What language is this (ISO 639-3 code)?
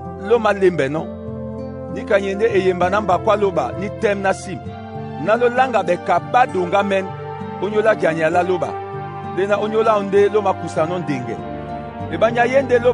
dua